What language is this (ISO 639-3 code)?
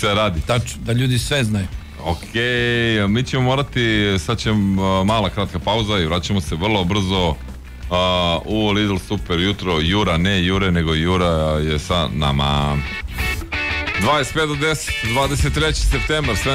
srp